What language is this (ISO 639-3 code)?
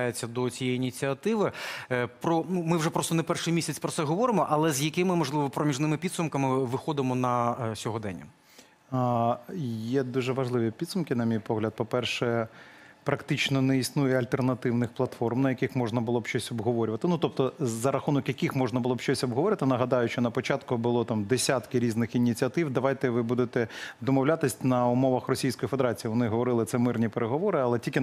ukr